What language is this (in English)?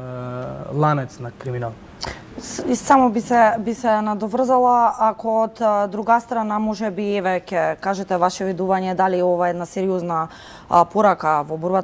Macedonian